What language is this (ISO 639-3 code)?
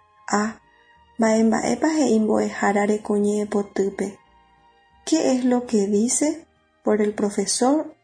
grn